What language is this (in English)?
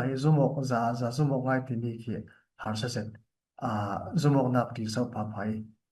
Falam Chin